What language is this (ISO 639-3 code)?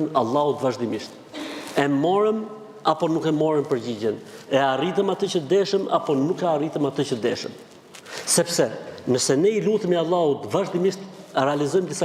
sqi